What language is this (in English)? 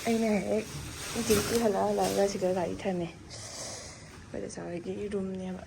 Manipuri